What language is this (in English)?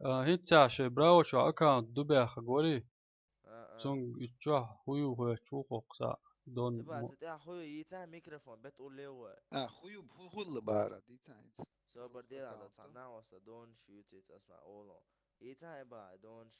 Chechen